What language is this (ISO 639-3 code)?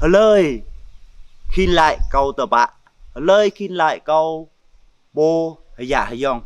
jra